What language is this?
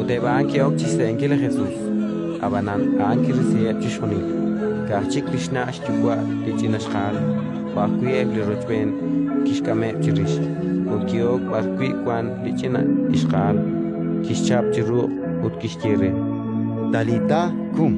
Kekchí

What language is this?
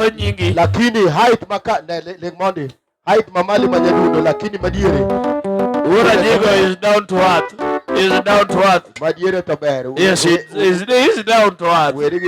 Luo (Kenya and Tanzania)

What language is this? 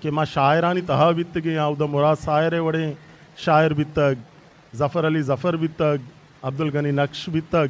Eastern Balochi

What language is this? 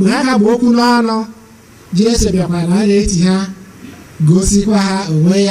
Igbo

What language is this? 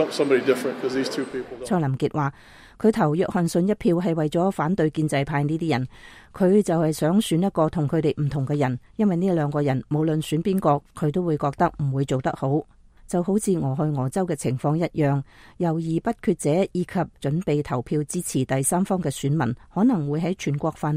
Cantonese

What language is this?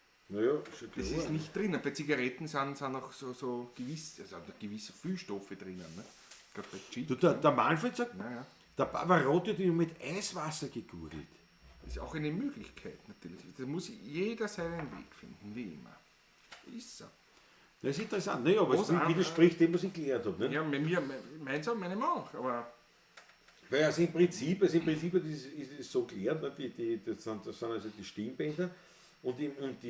Bavarian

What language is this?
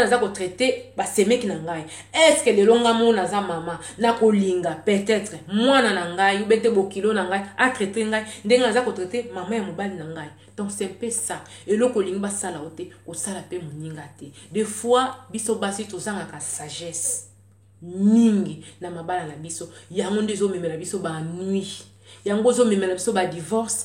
Lingala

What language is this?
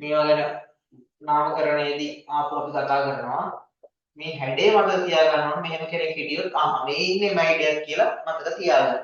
Sinhala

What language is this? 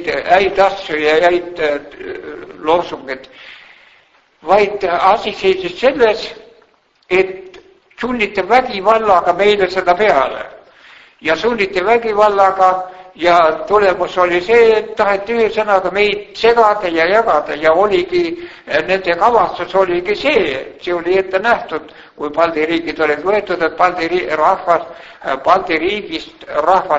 Estonian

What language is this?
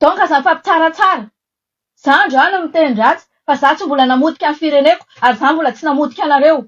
Malagasy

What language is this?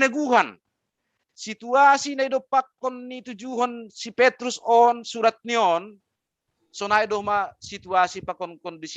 Batak Simalungun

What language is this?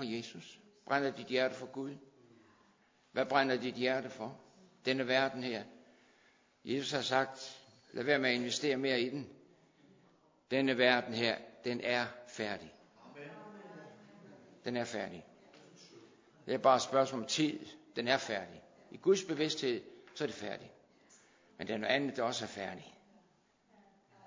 Danish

